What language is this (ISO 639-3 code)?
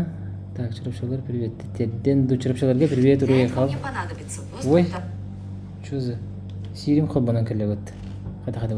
sah